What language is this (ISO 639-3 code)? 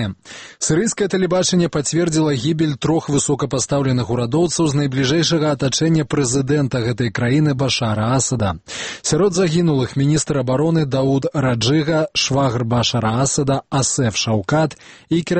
bel